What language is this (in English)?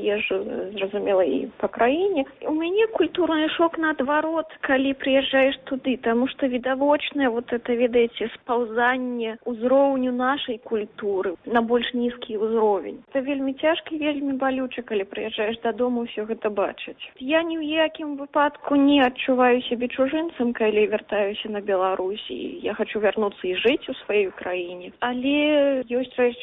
Belarusian